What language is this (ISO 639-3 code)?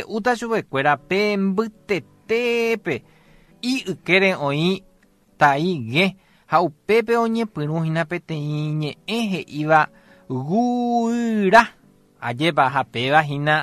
grn